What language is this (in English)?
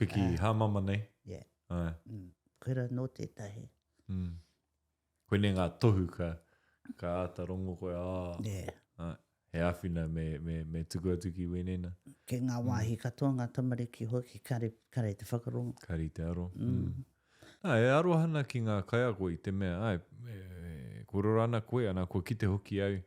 Māori